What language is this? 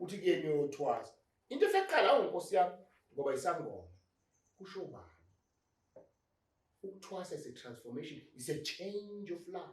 Zulu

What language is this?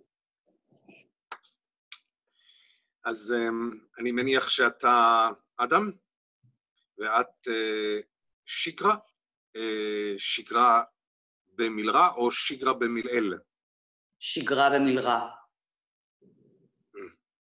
Hebrew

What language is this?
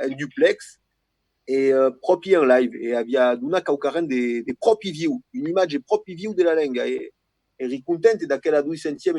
Occitan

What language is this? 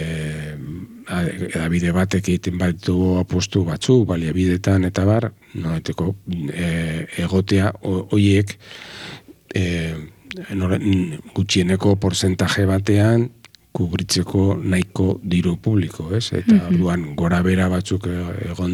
Basque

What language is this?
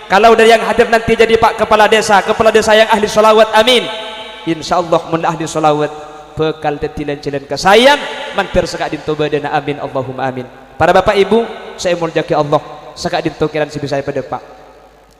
Madurese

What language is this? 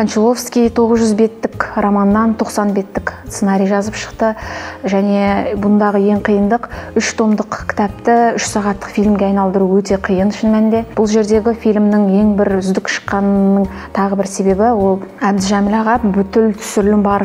Kazakh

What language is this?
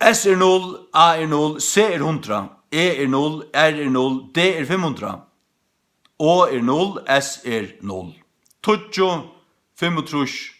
Faroese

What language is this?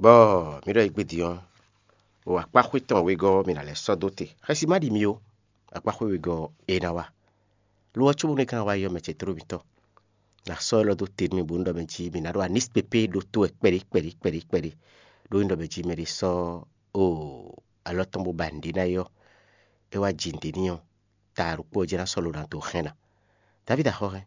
Fon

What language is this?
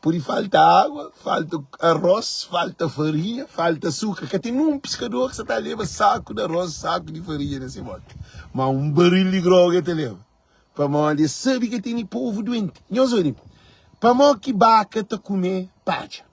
Kabuverdianu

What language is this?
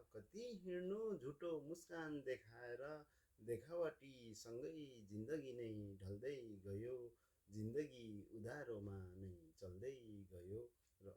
Nepali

